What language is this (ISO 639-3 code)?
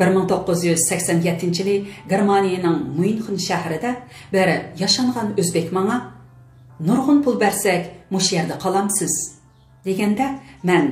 uig